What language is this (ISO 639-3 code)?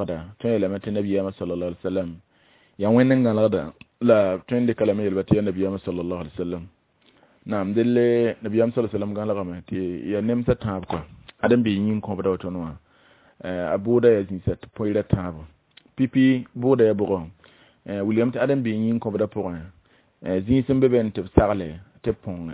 mos